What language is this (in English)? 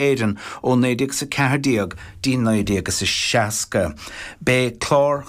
Irish